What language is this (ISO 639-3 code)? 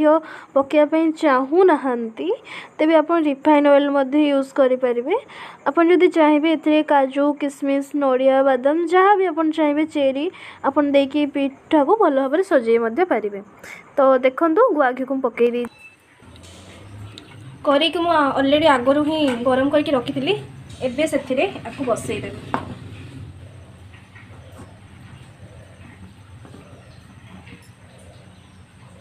ori